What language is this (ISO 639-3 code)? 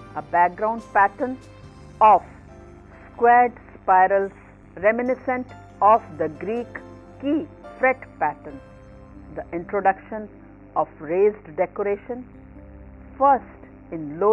eng